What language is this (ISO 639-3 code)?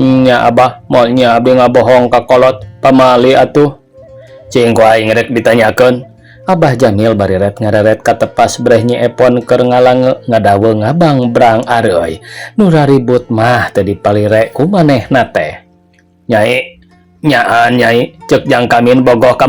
sun